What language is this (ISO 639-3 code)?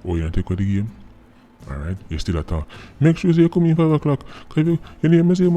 jam